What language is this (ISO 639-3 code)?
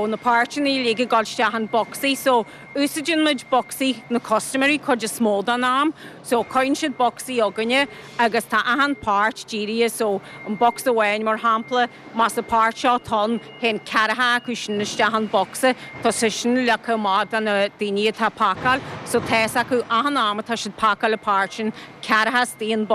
gle